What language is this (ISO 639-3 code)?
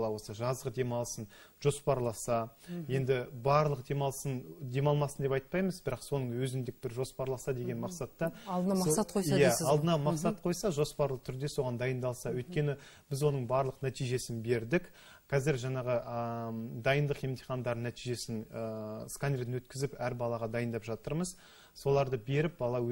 kaz